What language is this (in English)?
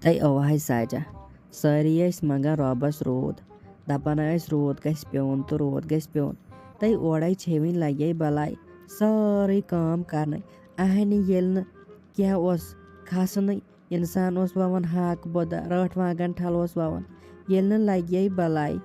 Kashmiri